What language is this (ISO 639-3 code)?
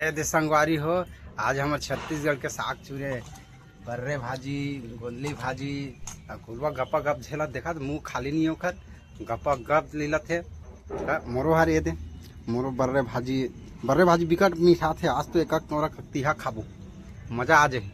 hne